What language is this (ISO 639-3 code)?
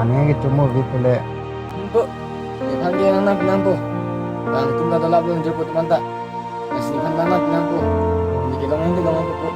mjw